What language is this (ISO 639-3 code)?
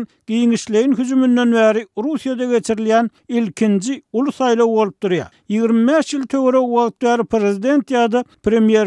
tuk